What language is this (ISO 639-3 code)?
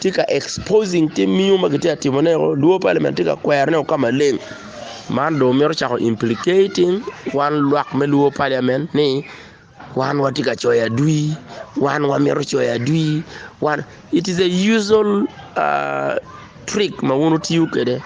ach